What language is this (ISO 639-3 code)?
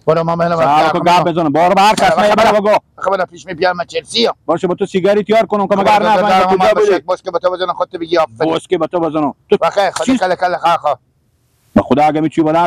fas